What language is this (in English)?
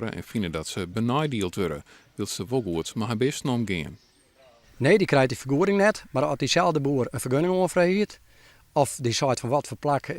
Western Frisian